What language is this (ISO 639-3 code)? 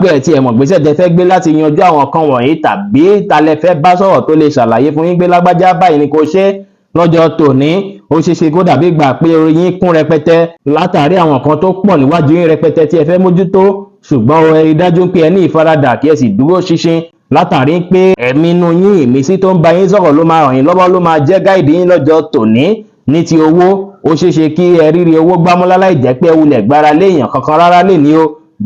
yor